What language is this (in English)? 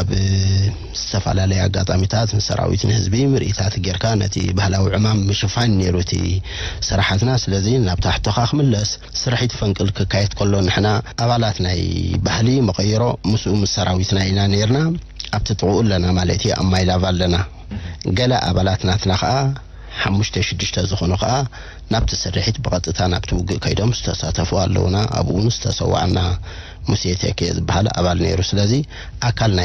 Tigrinya